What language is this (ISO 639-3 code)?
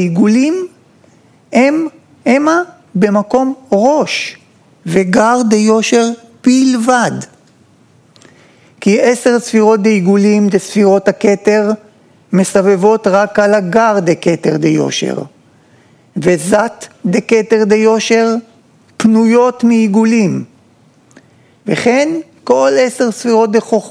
heb